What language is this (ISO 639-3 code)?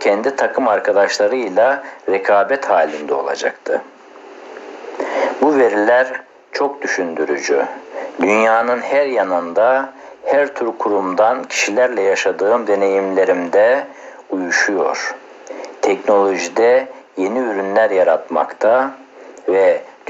tur